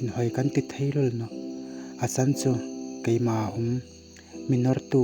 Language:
Hmar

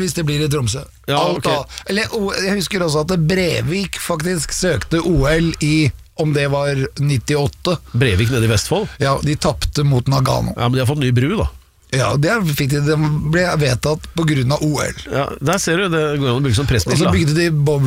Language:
Norwegian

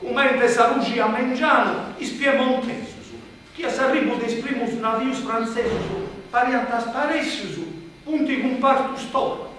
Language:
Sardinian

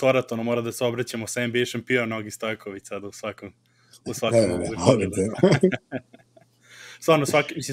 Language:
Serbian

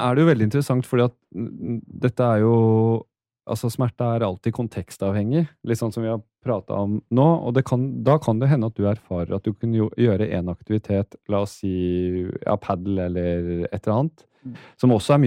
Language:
Norwegian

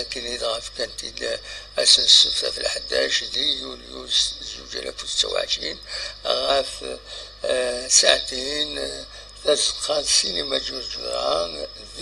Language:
Kabyle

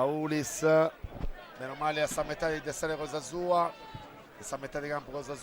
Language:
Sardinian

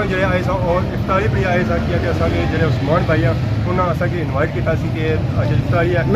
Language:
Pahari-Potwari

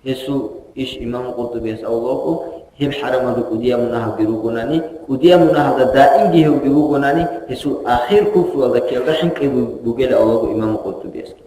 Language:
Avaric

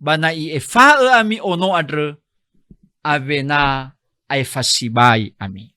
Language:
Nias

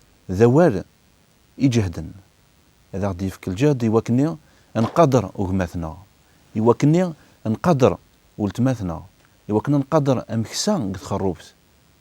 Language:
Kabyle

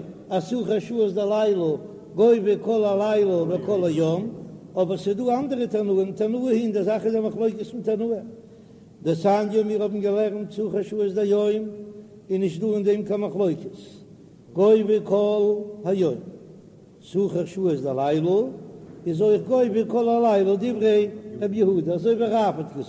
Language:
Yiddish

